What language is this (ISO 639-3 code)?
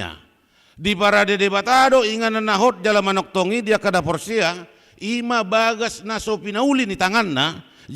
bbc